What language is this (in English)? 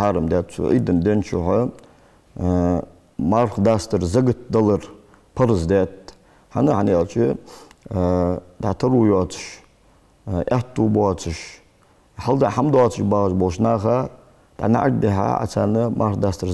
Ingush